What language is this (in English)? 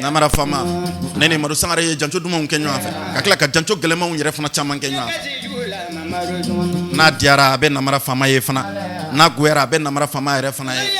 Bambara